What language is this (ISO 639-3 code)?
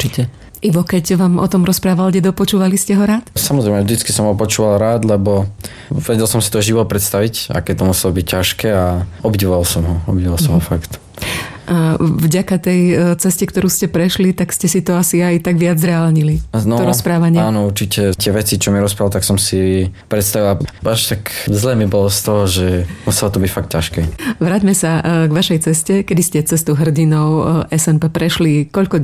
slk